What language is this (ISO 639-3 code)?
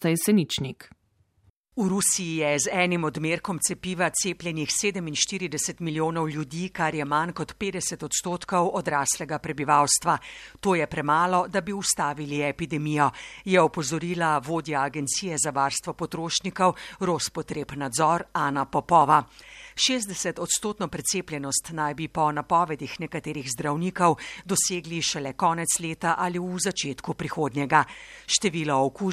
slv